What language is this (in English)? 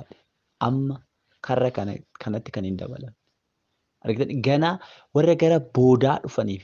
Oromo